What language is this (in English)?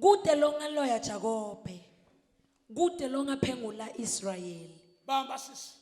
Zulu